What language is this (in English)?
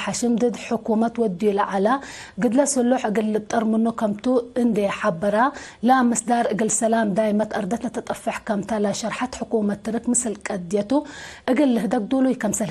Tigre